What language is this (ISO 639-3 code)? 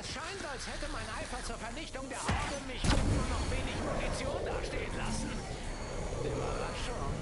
gsw